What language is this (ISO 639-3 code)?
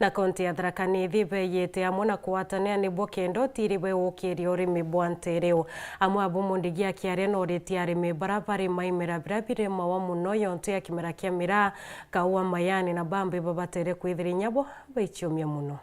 mer